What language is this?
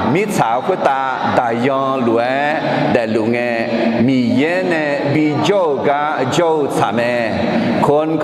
Akha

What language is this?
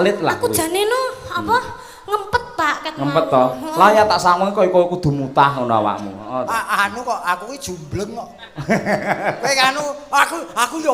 Javanese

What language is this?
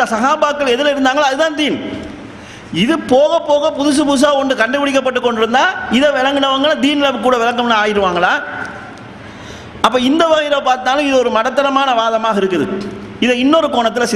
Tamil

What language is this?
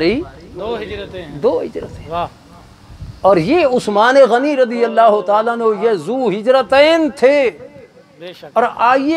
Urdu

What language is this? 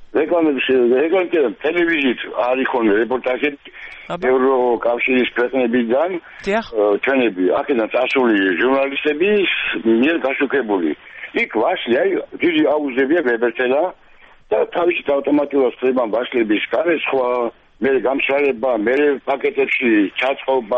Georgian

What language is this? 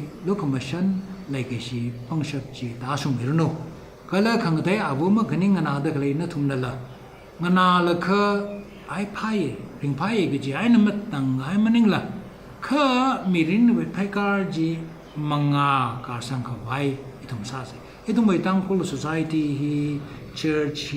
Tangkhul Naga (India)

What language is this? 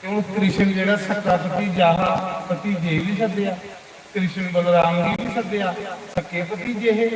Dogri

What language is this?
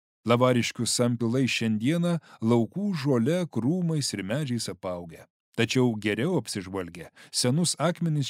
Lithuanian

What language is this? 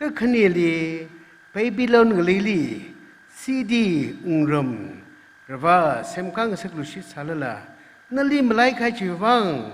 Tangkhul Naga (India)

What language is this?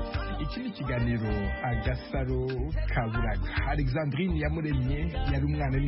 Kinyarwanda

